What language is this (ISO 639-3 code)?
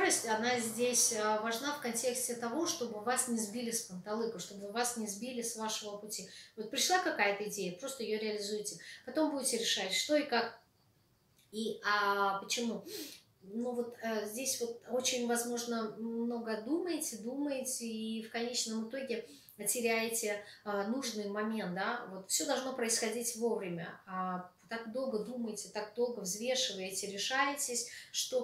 rus